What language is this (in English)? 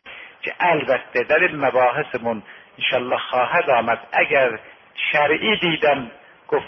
Persian